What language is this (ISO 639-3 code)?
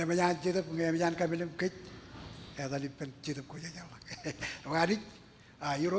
mah